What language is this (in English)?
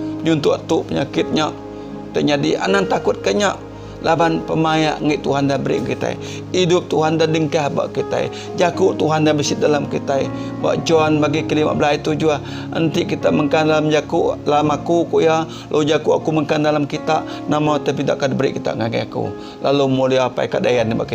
Iban